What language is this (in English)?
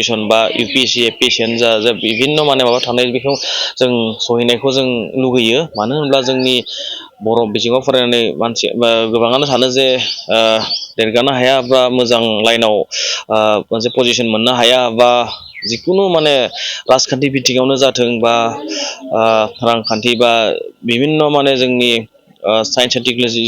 Bodo